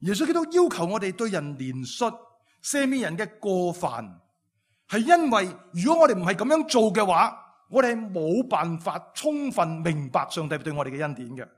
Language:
Cantonese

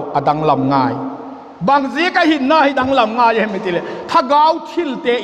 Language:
Vaiphei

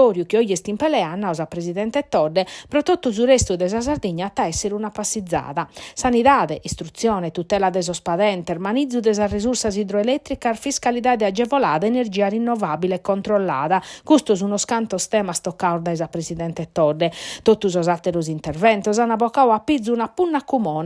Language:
Sardinian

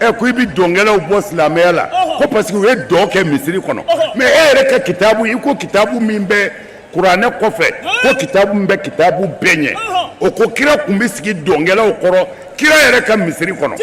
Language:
Bambara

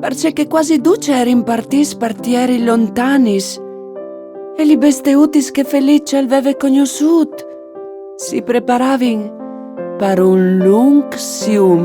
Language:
Friulian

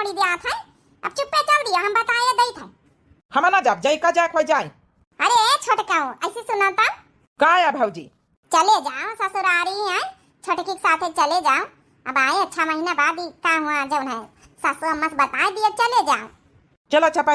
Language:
Awadhi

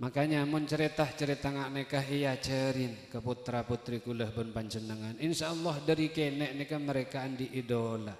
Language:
Madurese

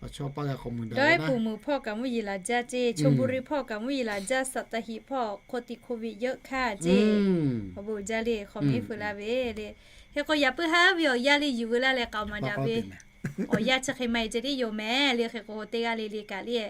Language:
Lahu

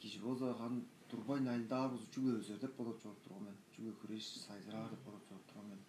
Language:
Tuvinian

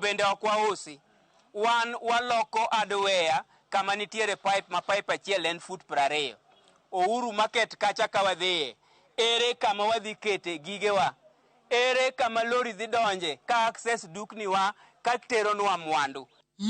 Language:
Luo (Kenya and Tanzania)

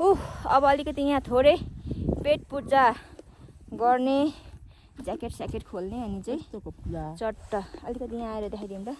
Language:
Nepali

